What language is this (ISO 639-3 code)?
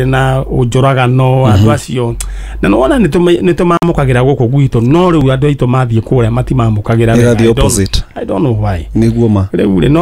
kik